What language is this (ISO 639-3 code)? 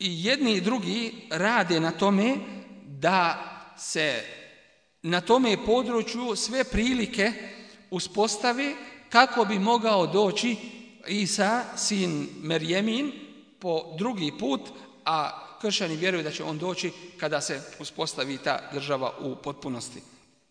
bos